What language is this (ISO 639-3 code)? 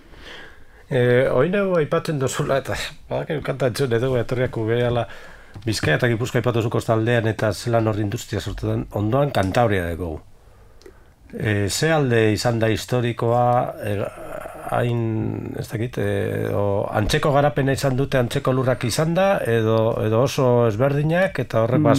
eus